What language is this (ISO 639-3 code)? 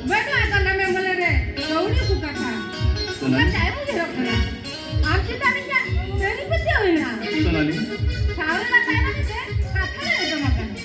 sat